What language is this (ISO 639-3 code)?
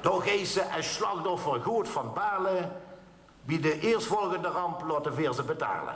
lim